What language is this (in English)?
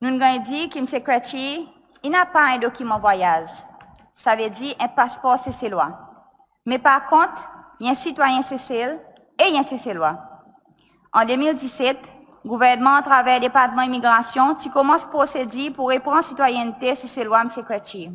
Seselwa Creole French